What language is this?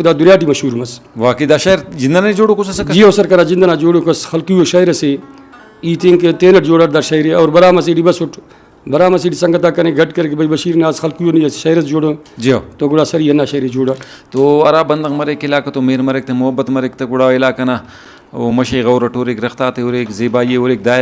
Brahui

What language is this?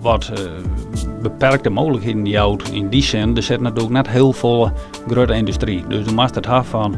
Western Frisian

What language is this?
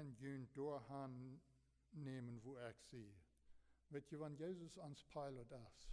Plautdietsch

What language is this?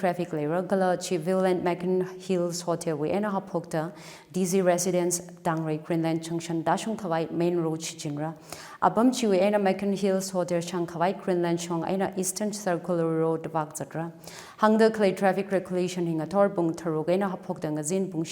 Tangkhul Naga (India)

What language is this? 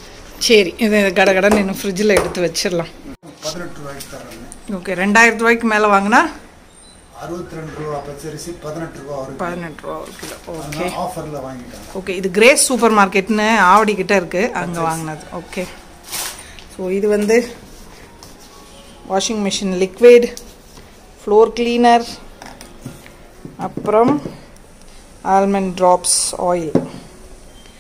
Tamil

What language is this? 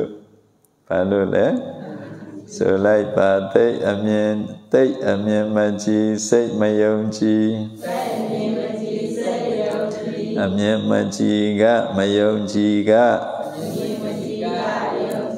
Burmese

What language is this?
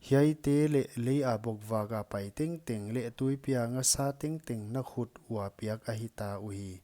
Paite Chin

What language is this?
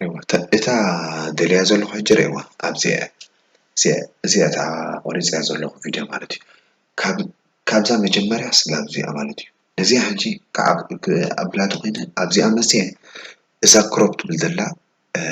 Tigrinya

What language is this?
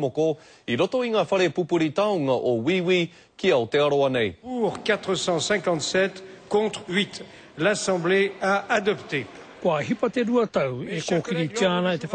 Māori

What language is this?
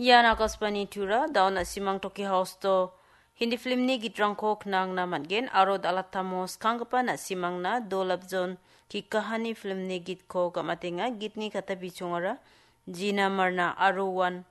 Garo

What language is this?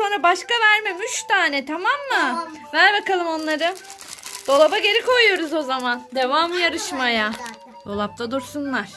Turkish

